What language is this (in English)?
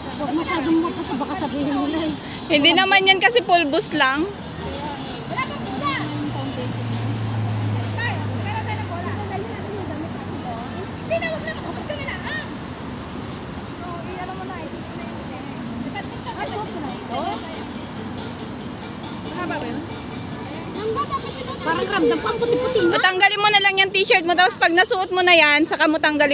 Filipino